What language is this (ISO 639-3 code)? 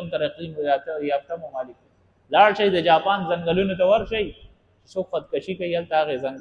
pus